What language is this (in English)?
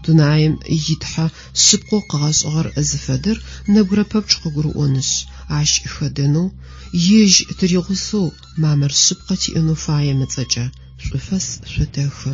Adyghe